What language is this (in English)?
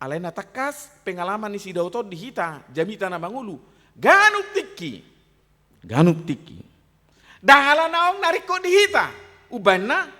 Batak Toba